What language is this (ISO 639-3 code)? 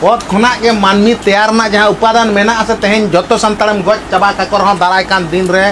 sat